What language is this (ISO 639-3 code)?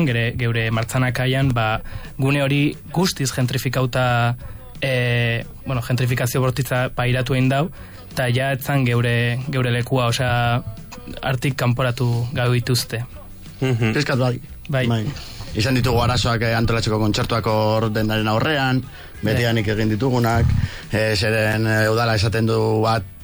eus